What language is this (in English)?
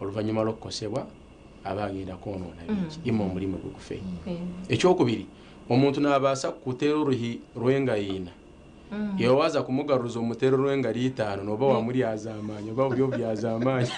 Nyankole